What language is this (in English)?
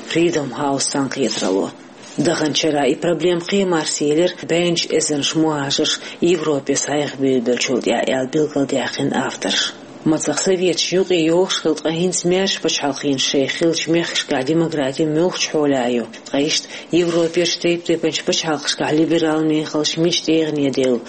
Chechen